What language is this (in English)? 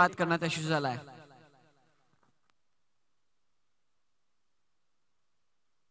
Marathi